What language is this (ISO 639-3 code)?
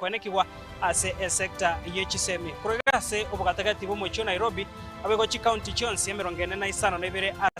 guz